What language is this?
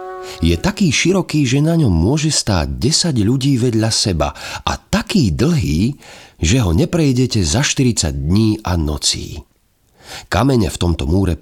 Slovak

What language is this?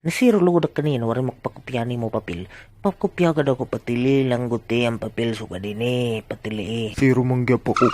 Waray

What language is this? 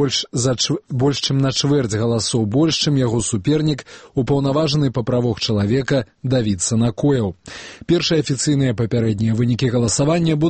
Belarusian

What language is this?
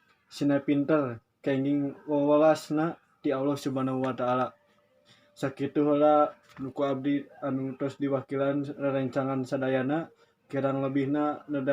Sundanese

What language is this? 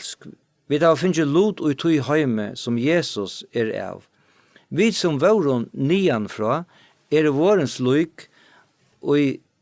Faroese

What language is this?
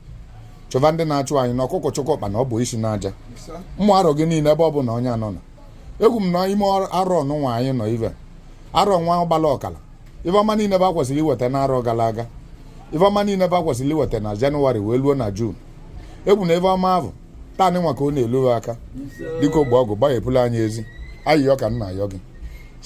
Igbo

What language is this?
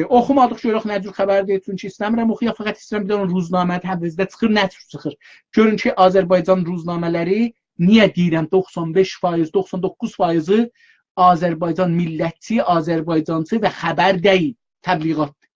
South Azerbaijani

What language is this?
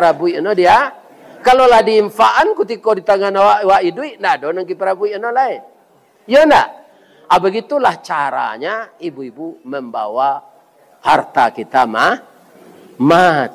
Minangkabau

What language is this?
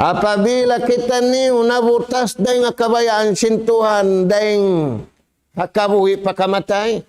Tausug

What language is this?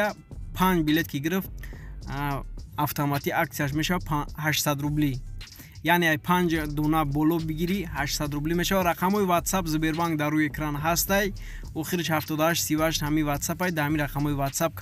Tajik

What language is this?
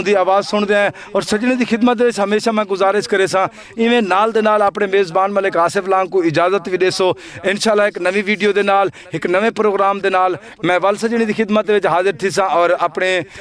Saraiki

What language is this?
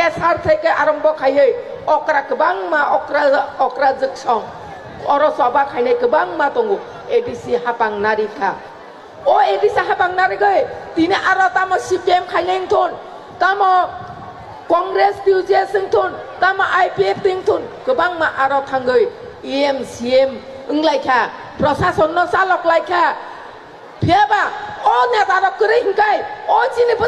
Kok Borok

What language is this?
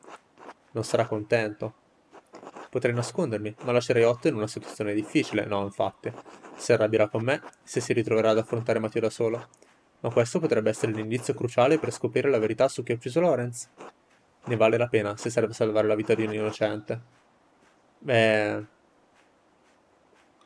Italian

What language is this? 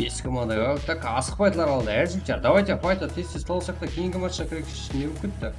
Kara-Kalpak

